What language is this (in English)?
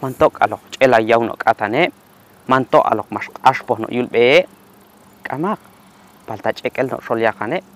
Q'anjob'al